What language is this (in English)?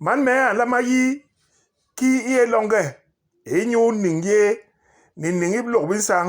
Basaa